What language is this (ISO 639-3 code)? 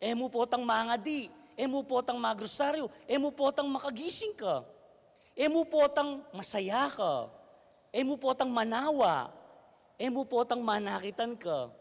pam